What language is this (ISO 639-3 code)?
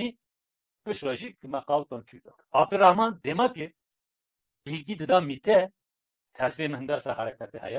kur